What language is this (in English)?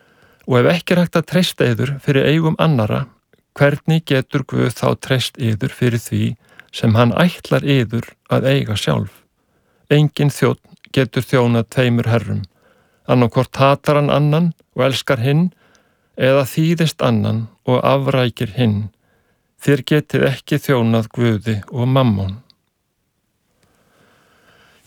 Icelandic